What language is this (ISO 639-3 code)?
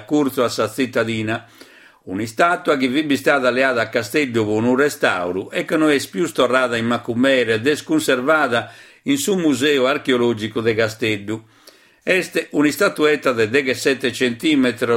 srd